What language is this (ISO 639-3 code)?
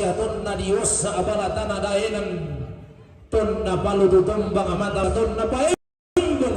sda